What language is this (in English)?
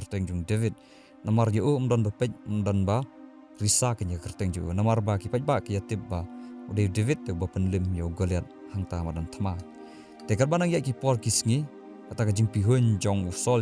Khasi